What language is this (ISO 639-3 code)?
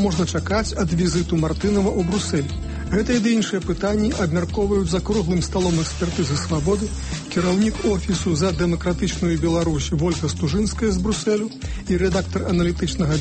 bel